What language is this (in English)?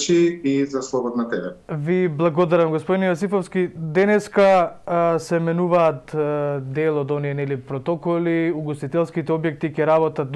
Macedonian